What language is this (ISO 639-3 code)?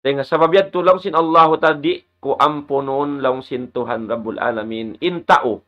tsg